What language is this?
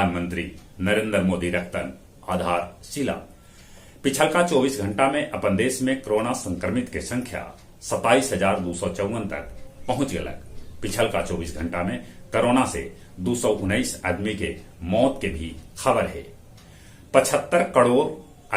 Magahi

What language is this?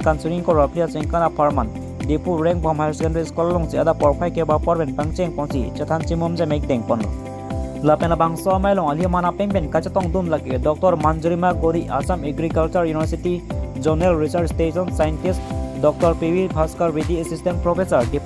Karbi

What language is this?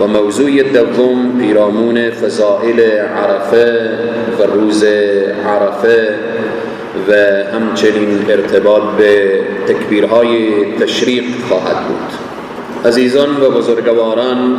Persian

